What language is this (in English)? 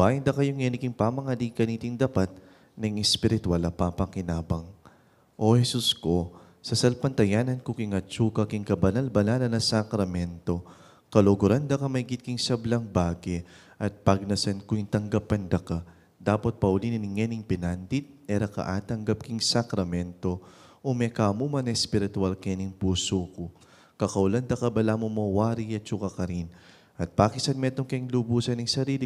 Pampanga